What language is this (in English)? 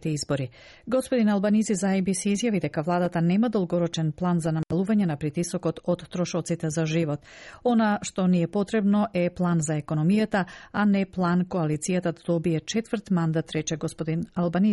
Macedonian